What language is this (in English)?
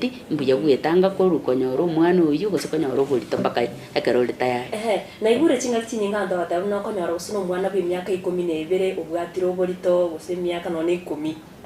Gusii